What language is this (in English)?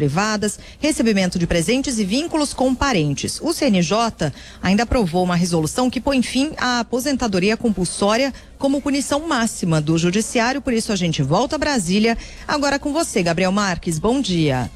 Portuguese